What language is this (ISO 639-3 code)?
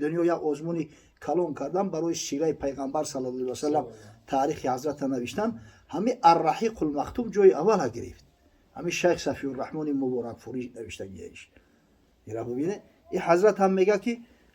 tgk